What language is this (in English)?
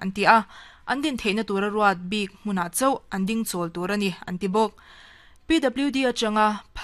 Mizo